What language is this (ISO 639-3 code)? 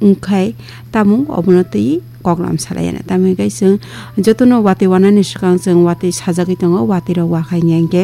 trp